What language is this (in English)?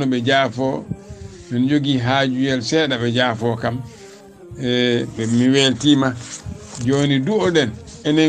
Fula